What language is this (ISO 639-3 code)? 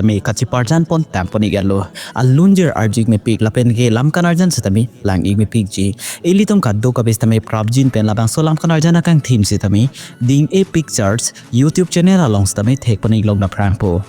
mjw